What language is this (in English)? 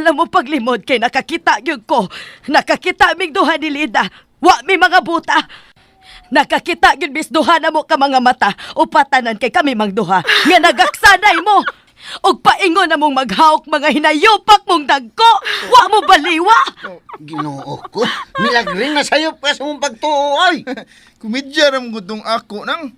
Cebuano